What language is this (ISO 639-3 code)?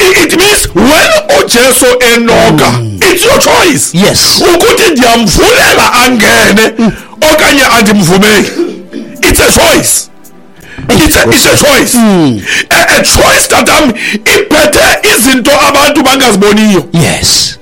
xho